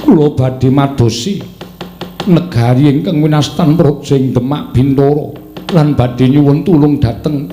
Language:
Javanese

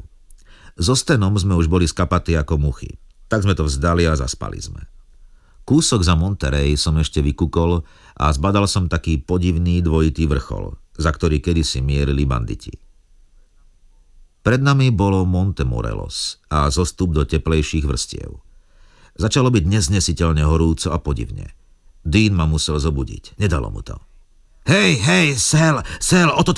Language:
Slovak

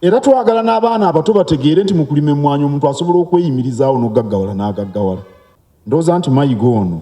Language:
Ganda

